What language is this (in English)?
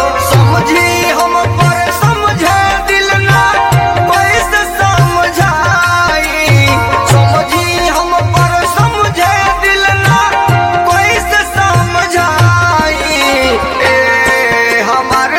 Bhojpuri